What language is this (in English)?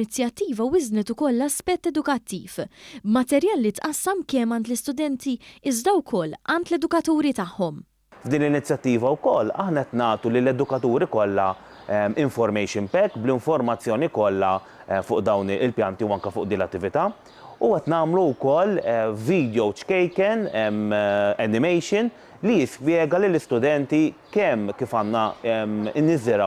Maltese